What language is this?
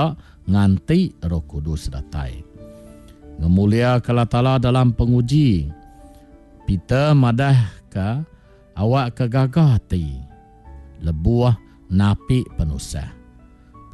Iban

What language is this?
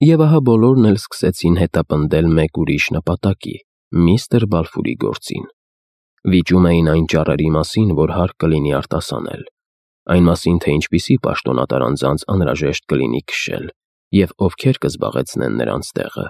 Armenian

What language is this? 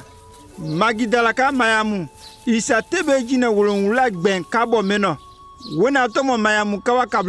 Konyanka Maninka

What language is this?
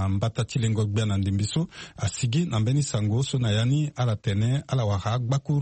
Sango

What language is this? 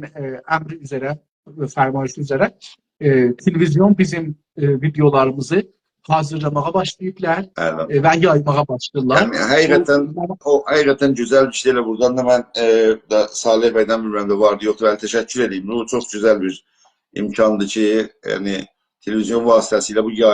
South Azerbaijani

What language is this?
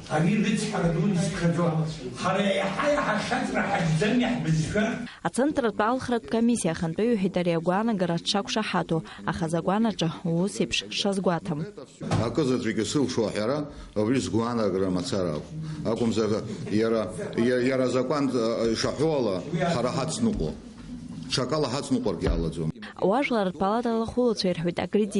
Abkhazian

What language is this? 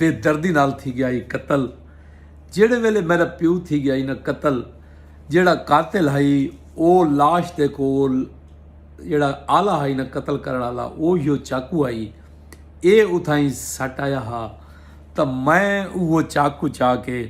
Saraiki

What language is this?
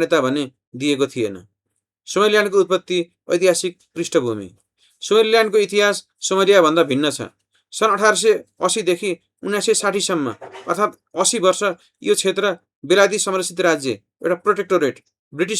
Nepali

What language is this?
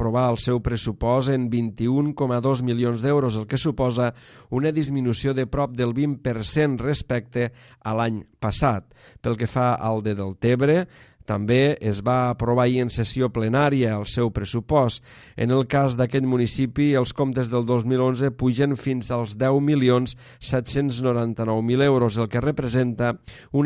Catalan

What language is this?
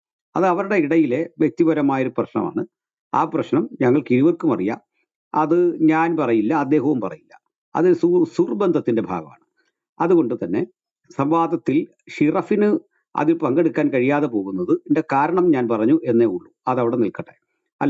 Malayalam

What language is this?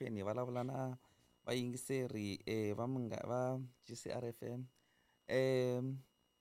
Tsonga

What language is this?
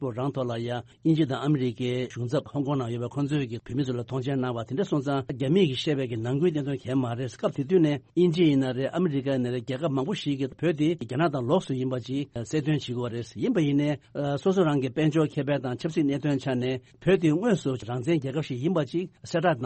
Tibetan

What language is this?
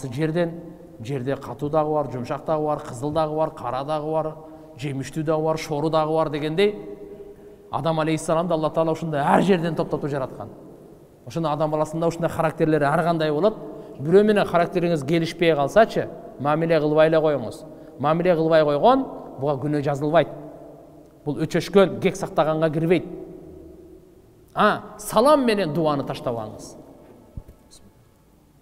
Kyrgyz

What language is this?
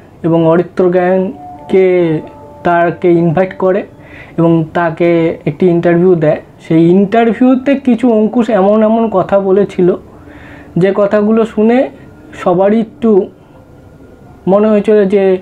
Bangla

